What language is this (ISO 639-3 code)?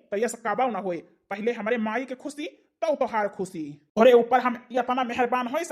awa